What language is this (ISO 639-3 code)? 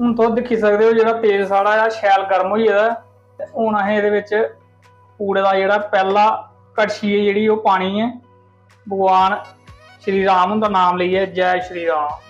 doi